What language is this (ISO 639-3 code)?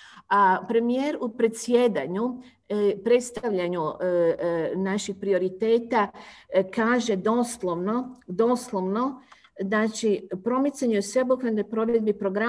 hrv